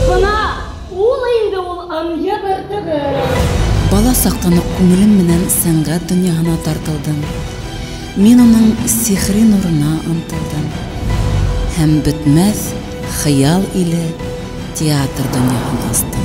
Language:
Bashkir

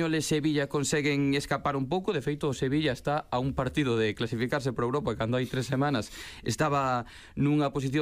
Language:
Galician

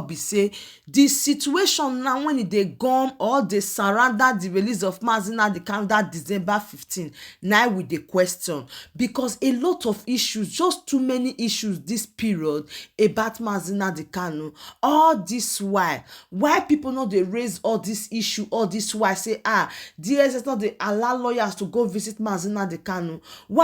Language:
Nigerian Pidgin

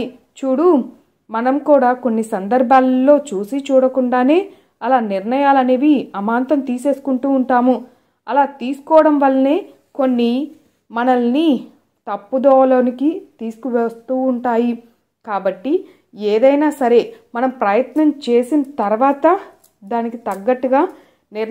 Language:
Telugu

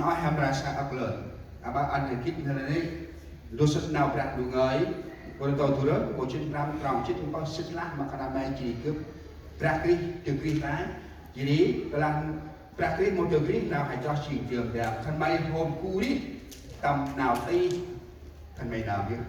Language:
Central Mnong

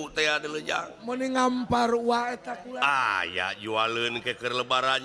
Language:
Sundanese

